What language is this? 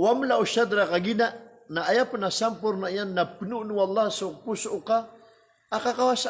Maranao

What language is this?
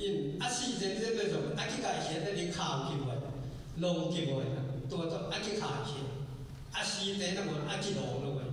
Tedim Chin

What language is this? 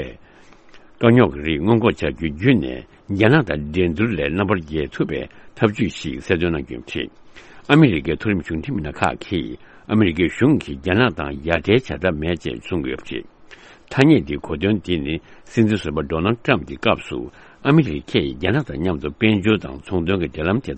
Tibetan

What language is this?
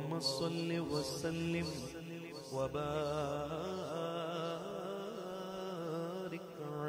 Urdu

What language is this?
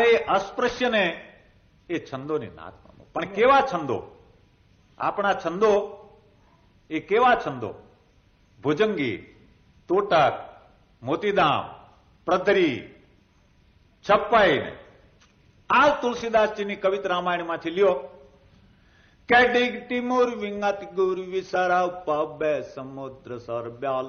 Gujarati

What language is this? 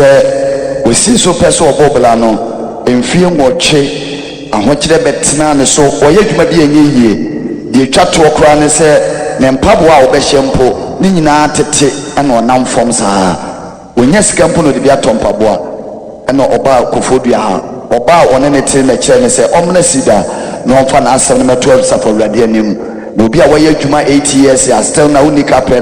Akan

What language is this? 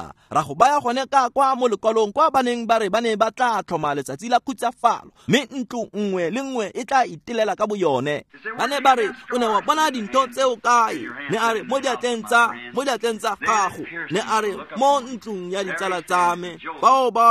Tswana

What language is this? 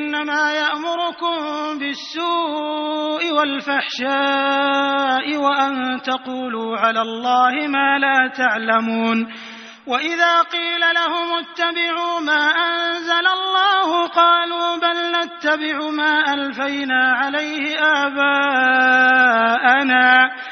Arabic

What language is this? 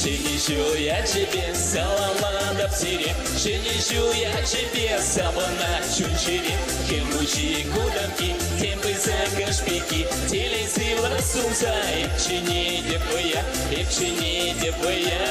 Chuvash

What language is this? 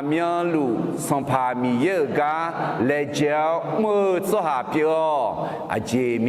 Akha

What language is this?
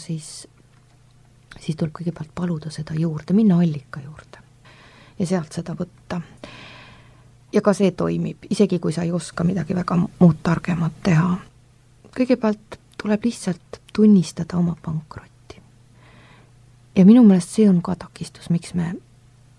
Estonian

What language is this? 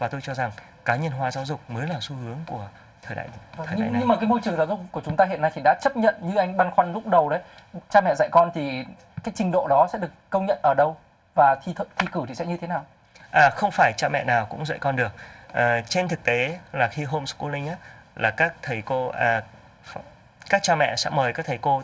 Vietnamese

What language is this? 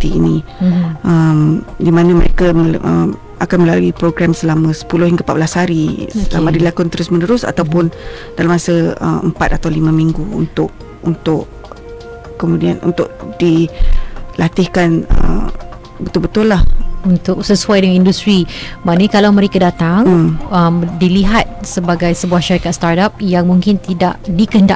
Malay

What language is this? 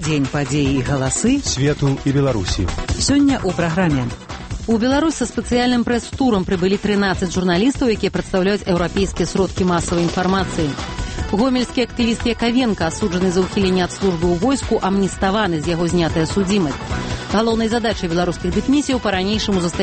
Belarusian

